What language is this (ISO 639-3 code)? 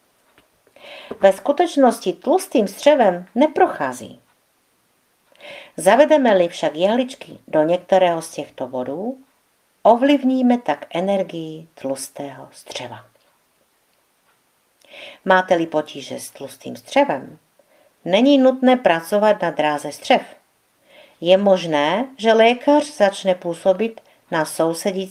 ces